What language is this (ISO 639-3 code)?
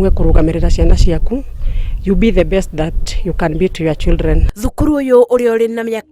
kik